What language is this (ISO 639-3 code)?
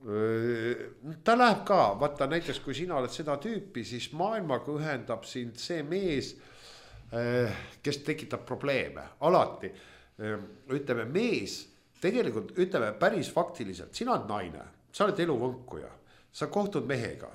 est